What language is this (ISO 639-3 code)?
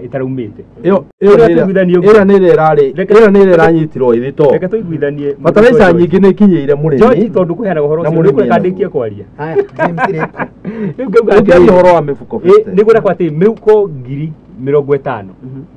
kik